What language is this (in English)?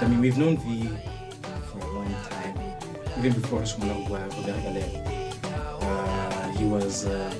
Tswana